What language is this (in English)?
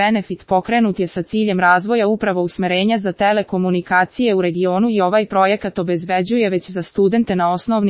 Serbian